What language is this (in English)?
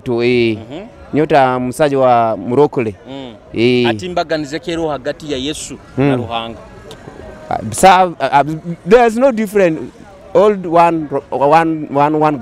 Nyoro